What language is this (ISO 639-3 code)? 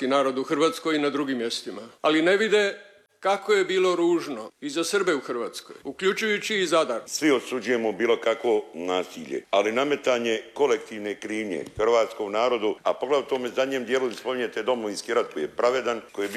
hrv